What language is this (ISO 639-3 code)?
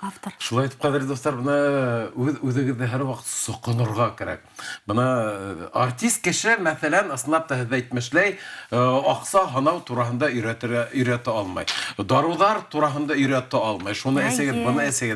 bak